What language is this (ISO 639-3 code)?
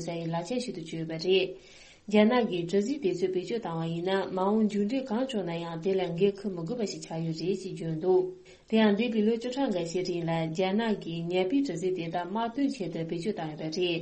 bod